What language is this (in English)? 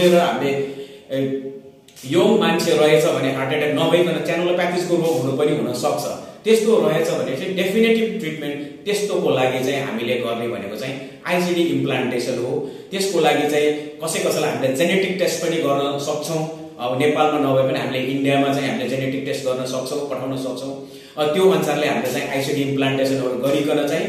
Nepali